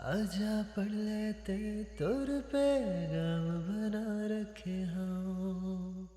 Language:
Chhattisgarhi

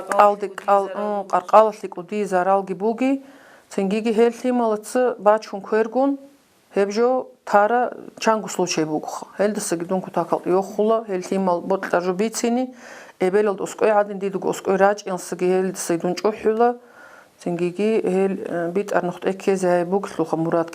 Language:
Avaric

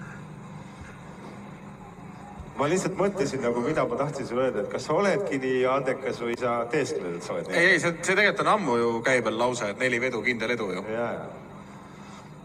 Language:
Estonian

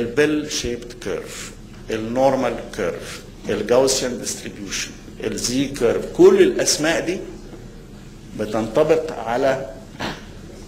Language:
Egyptian Arabic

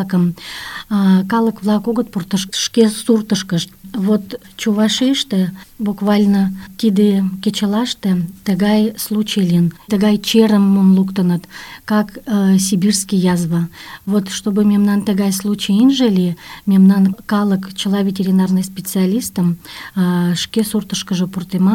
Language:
Mari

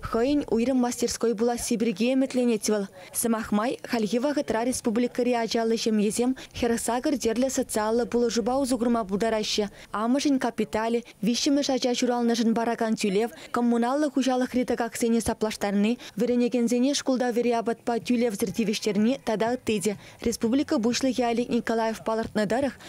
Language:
Chuvash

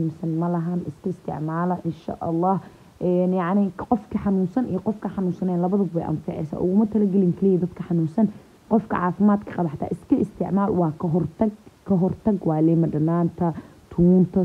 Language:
Somali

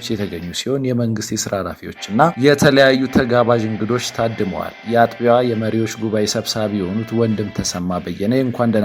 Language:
Amharic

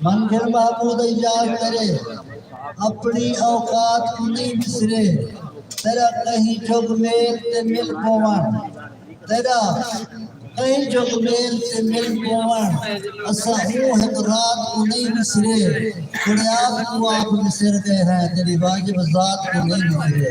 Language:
Saraiki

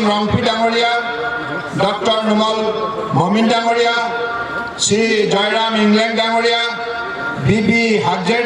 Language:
Karbi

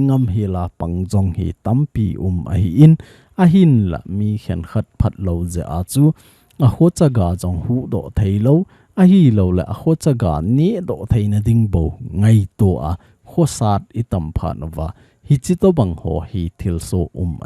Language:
Thado Chin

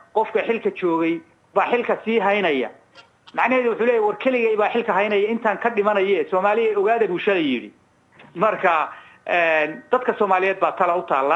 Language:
Somali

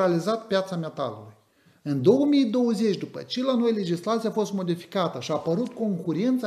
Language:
Romanian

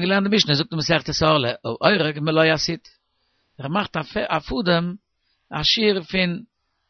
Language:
Yiddish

